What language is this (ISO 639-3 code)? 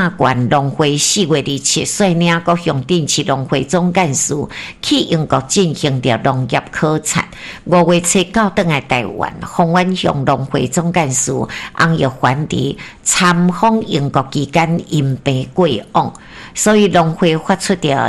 nan